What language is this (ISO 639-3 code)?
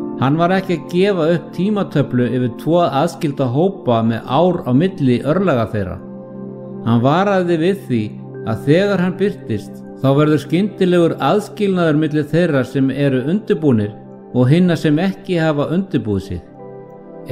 isl